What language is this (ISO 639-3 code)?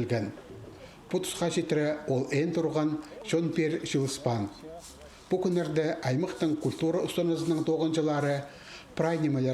kjh